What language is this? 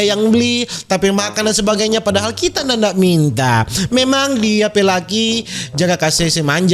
Manado Malay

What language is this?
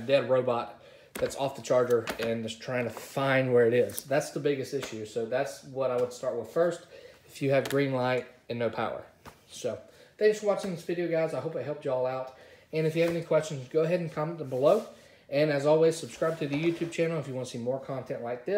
English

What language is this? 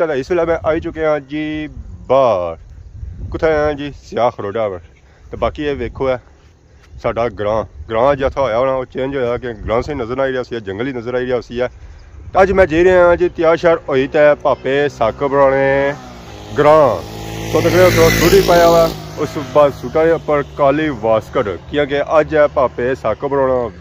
Pahari-Potwari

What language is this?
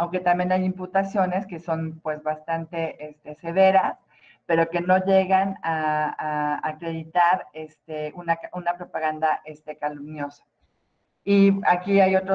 Spanish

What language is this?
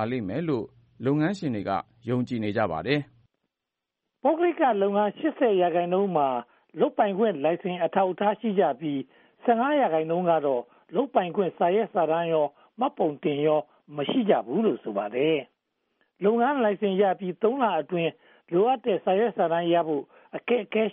Burmese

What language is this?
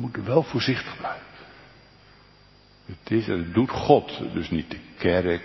Dutch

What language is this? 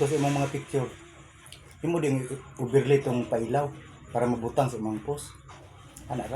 Cebuano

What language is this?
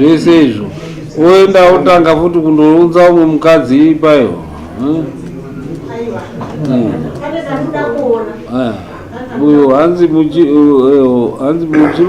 Shona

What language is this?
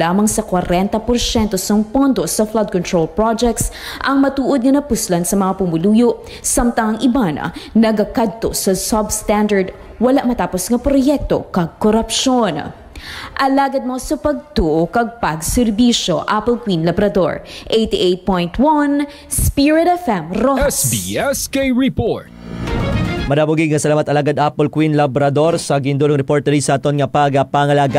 Hiligaynon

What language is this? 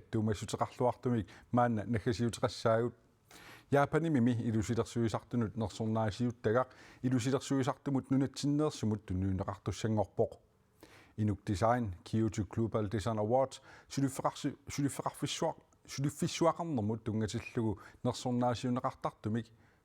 Kalaallisut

